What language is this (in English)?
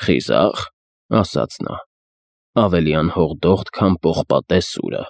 Armenian